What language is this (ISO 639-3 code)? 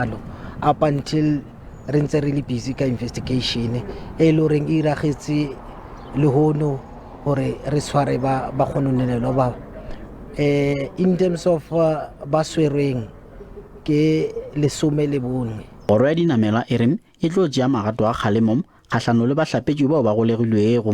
tsn